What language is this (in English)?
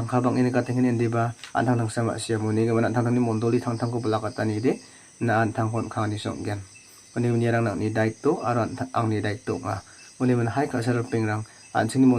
Garo